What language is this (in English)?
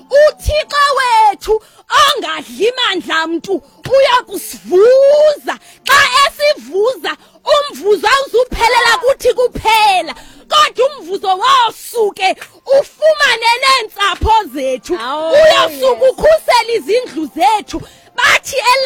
Xhosa